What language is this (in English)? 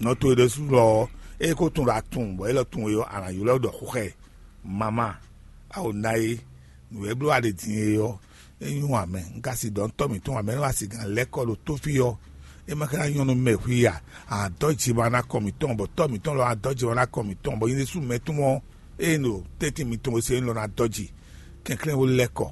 Fon